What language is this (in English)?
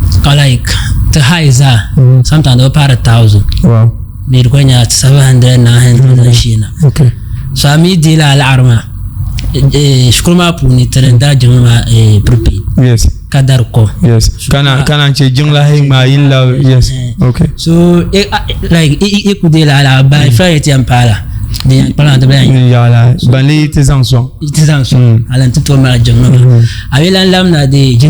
Dagbani